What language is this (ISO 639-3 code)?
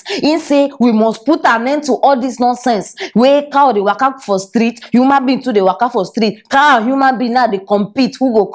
pcm